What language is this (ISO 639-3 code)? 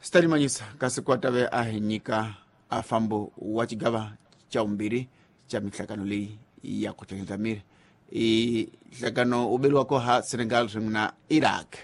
tso